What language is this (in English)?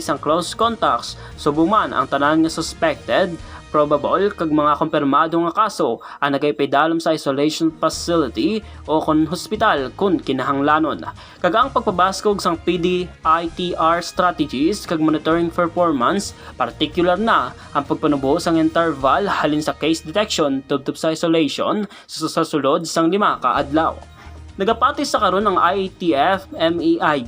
Hiligaynon